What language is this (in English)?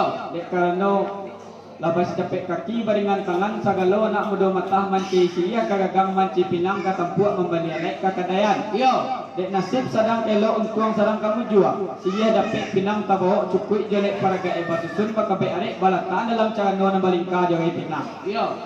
Minangkabau